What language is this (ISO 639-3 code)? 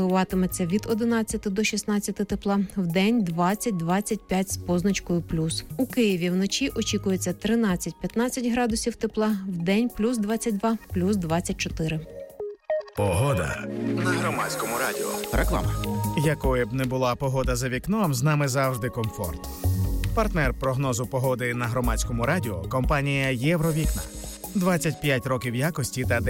ukr